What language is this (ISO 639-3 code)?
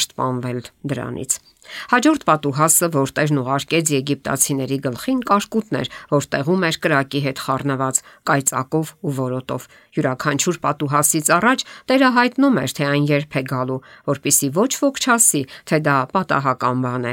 hye